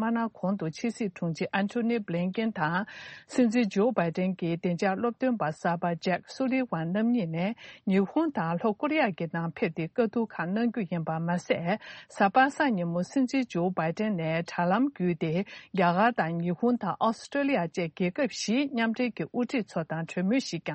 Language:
Tibetan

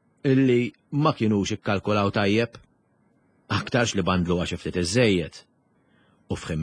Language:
Maltese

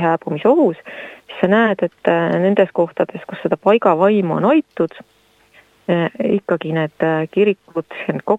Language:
Estonian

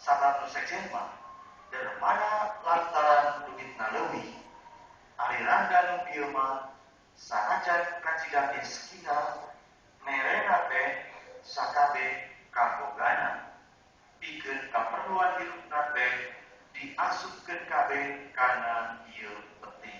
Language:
Sundanese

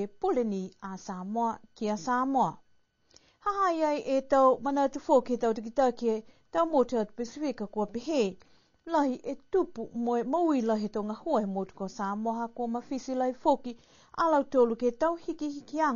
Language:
Niuean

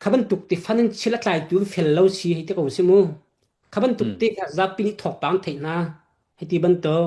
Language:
Hakha Chin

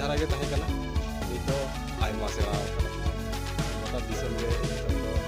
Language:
Santali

